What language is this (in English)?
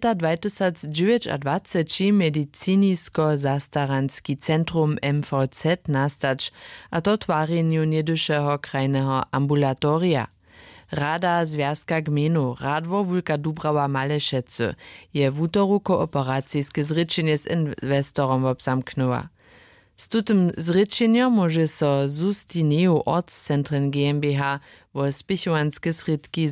Upper Sorbian